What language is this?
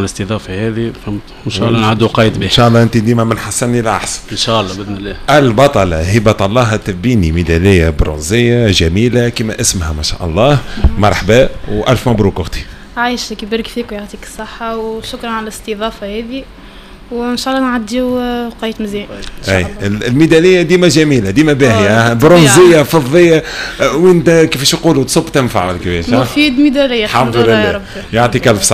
Tunisian Arabic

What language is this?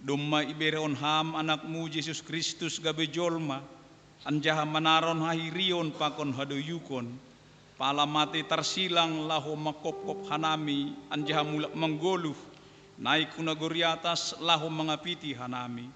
Batak Simalungun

